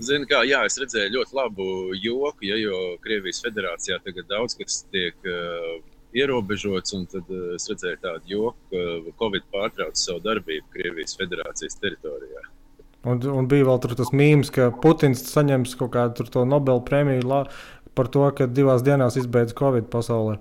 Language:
Latvian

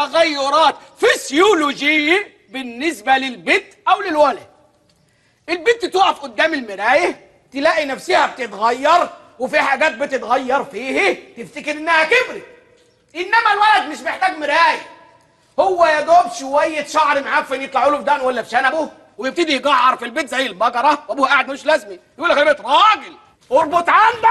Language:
Egyptian Arabic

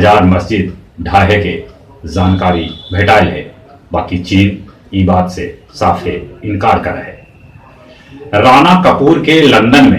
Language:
Magahi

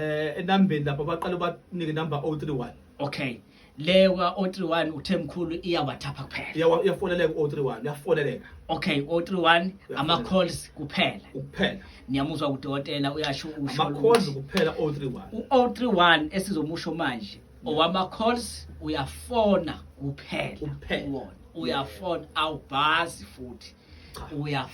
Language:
Zulu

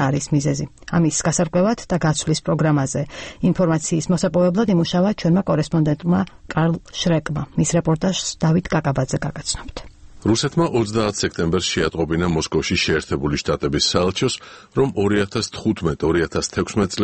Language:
Georgian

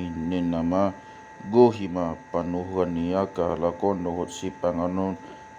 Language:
Batak Toba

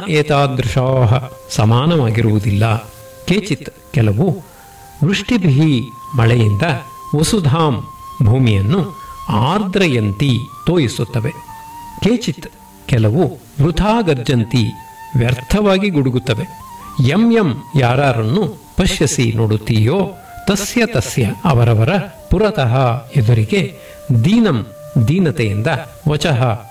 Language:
Kannada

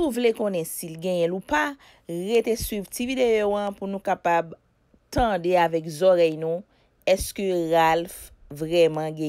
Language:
Haitian Creole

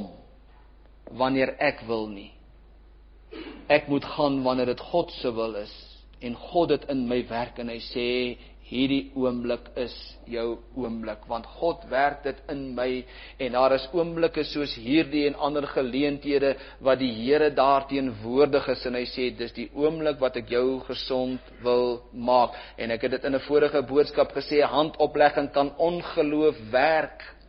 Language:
Afrikaans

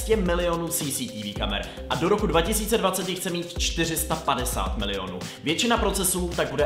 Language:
Czech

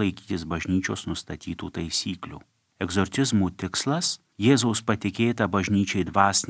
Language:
Lithuanian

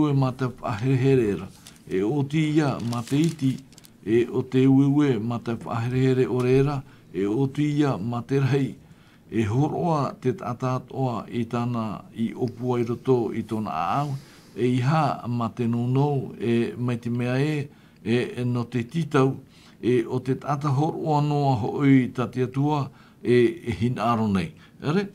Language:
Tahitian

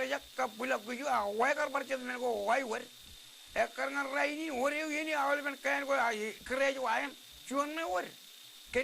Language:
Marshallese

